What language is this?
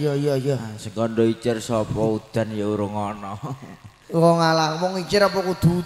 Javanese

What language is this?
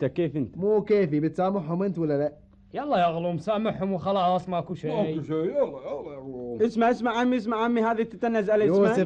Gulf Arabic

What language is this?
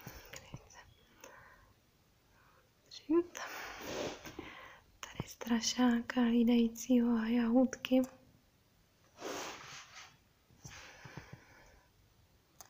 Czech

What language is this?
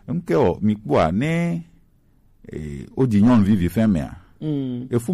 Gen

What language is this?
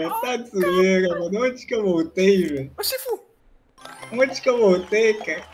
Portuguese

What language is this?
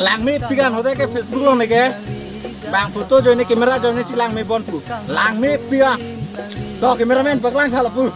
Karbi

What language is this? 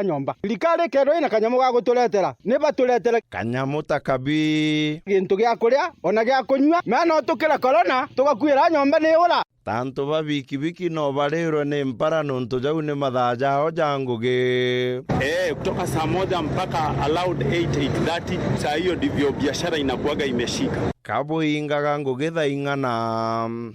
Meru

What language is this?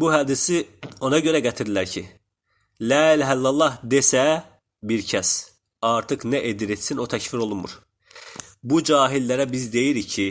Azerbaijani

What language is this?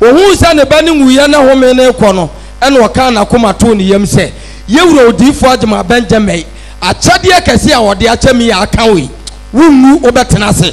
Akan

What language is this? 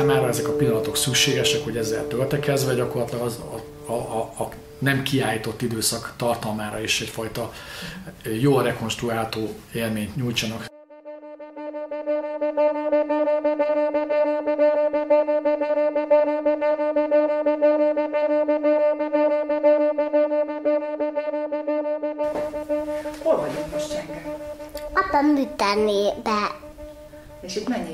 Hungarian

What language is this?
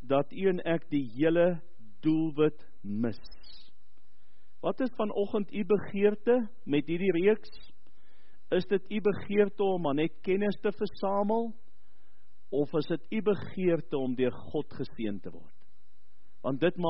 Afrikaans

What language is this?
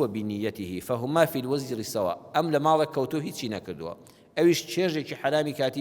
Central Kurdish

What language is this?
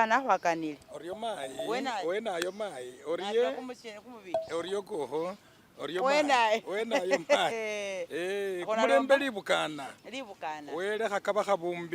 Masaaba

